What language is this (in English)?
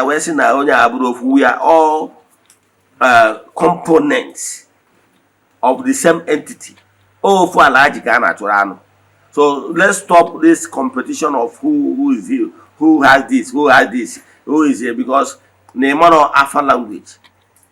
Igbo